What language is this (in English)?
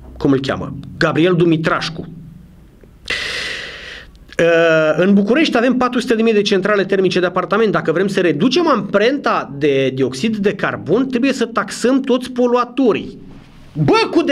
Romanian